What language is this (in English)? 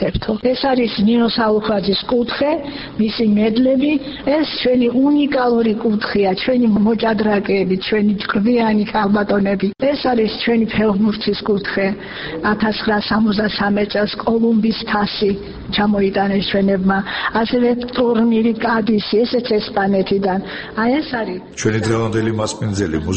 Georgian